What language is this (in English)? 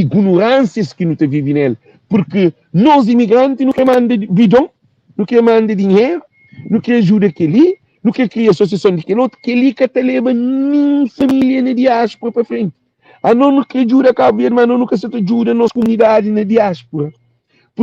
Kabuverdianu